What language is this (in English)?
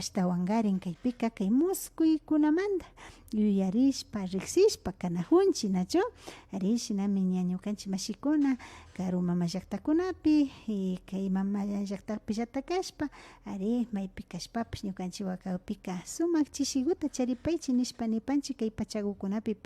Imbabura Highland Quichua